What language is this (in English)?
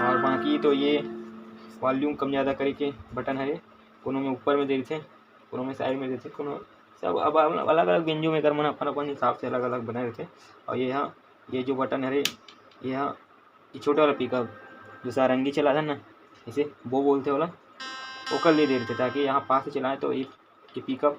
Chhattisgarhi